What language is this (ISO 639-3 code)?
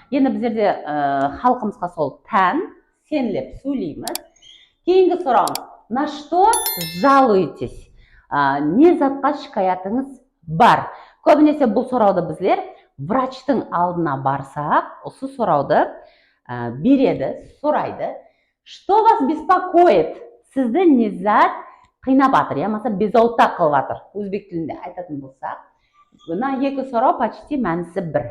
kaa